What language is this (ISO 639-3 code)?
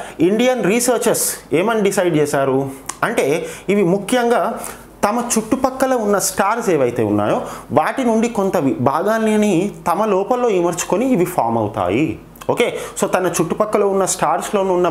tel